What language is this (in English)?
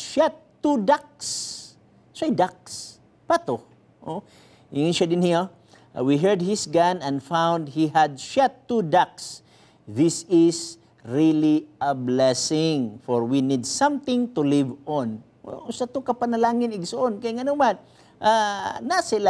Cebuano